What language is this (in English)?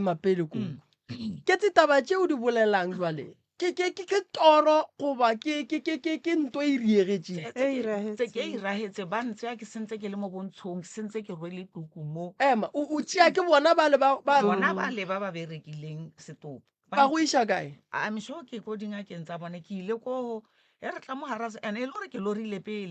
Northern Sotho